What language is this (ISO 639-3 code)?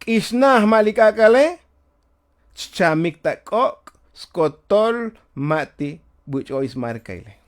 tzo